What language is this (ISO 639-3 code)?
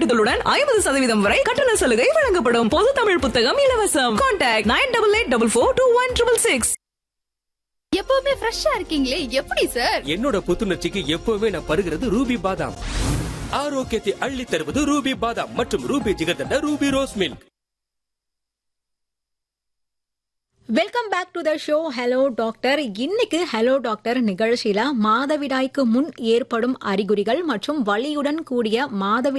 tam